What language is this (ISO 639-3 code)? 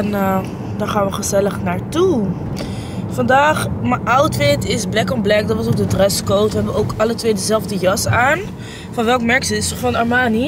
nld